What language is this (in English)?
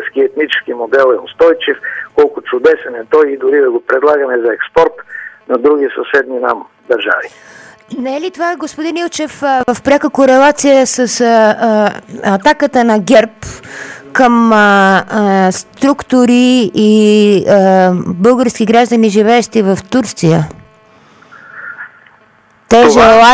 Bulgarian